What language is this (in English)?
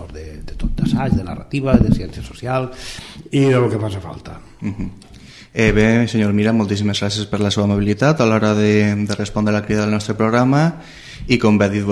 Catalan